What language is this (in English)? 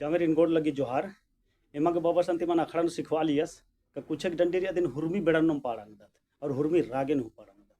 Kurukh